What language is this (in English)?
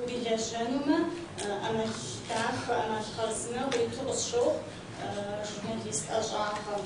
Kabardian